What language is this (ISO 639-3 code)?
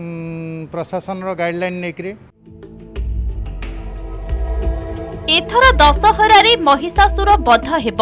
ori